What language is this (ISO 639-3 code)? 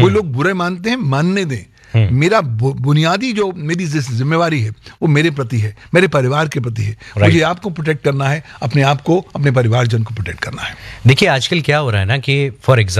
hin